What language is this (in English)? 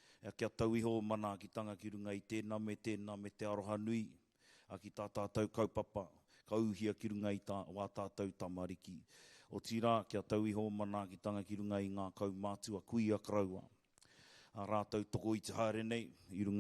Māori